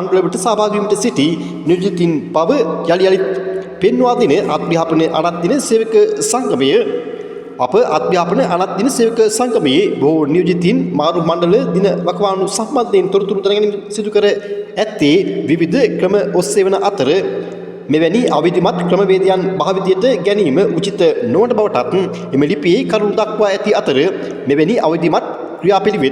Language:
Sinhala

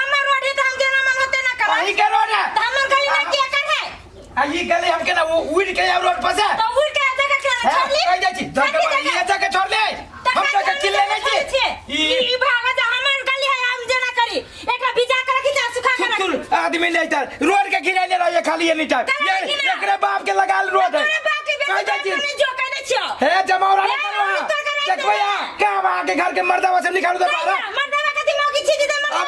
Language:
Maithili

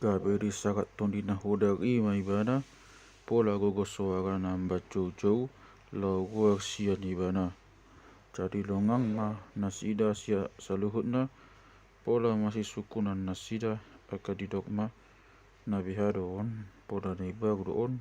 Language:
Batak Toba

